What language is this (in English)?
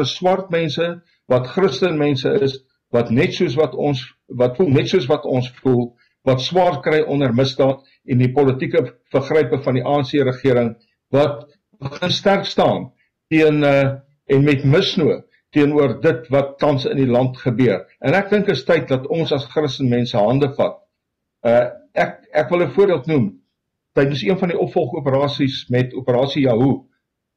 Afrikaans